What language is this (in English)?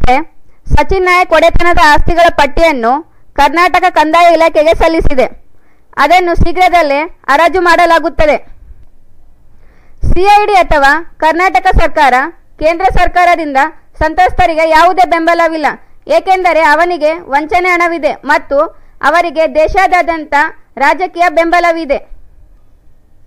Kannada